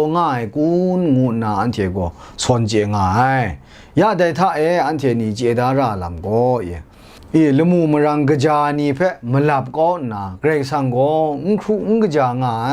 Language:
Kachin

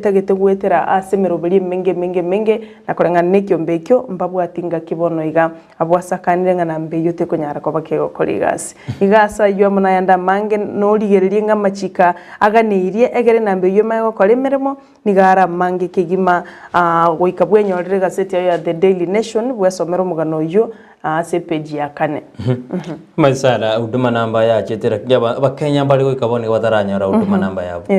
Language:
Gusii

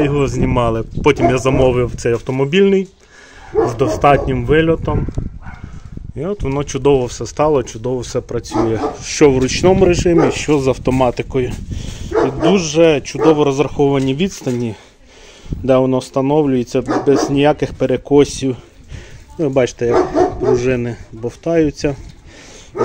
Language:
Ukrainian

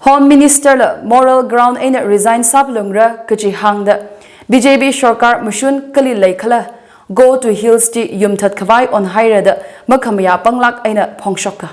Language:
Tangkhul Naga (India)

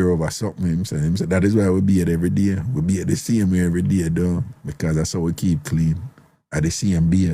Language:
Jamaican Creole English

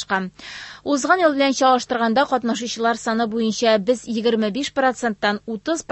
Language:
Tatar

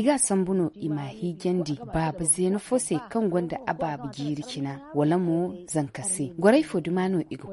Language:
Zarma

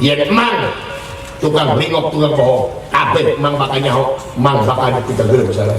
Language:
Sundanese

